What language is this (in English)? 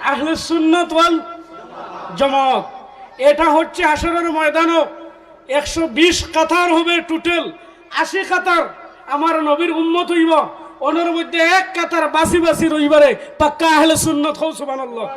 Sylheti